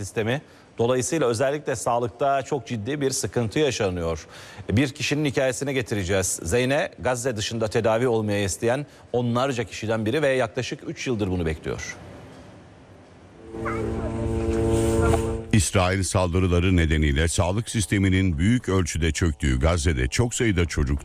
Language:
Turkish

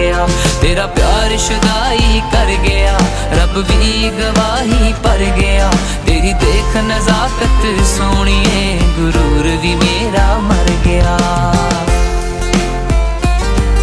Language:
Punjabi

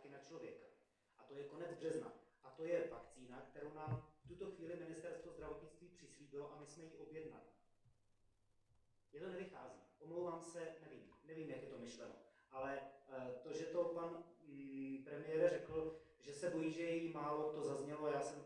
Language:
Czech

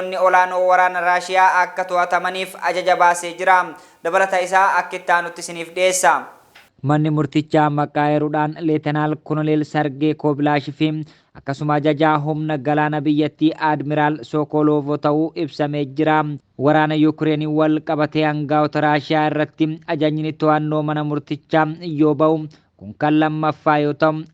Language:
Oromo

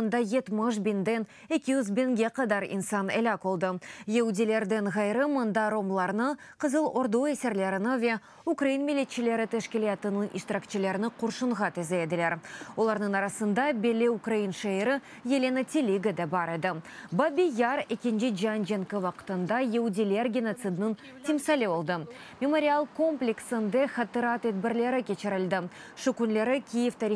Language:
Crimean Tatar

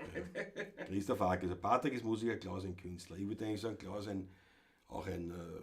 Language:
Bavarian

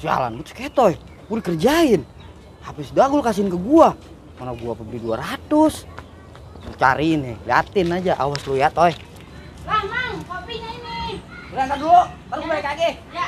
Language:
Betawi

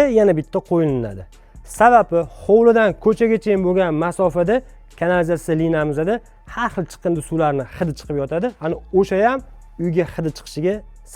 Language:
Uzbek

